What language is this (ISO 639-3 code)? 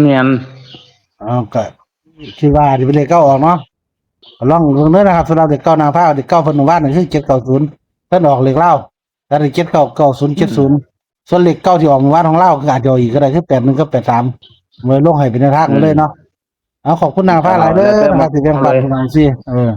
tts